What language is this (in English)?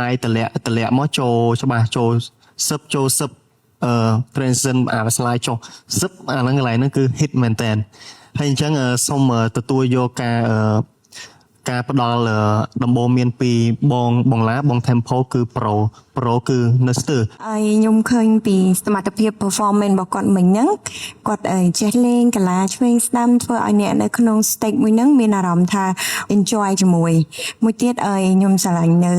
Khmer